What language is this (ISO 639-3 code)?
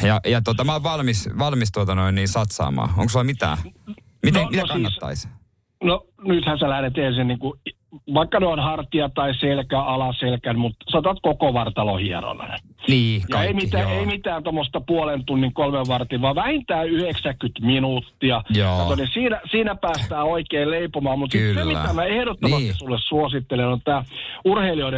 fin